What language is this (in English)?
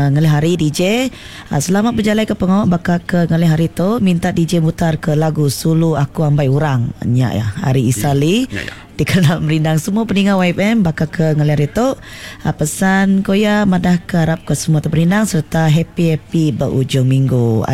Iban